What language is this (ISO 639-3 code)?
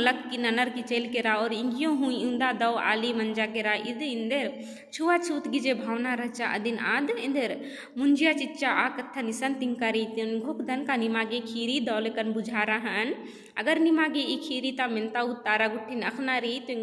kru